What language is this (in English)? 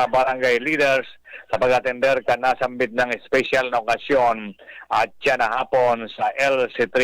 Bikol